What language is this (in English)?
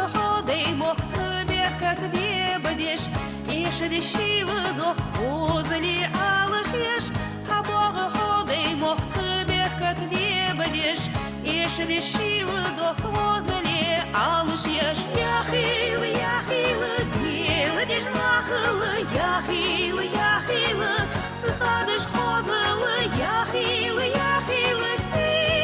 Ingush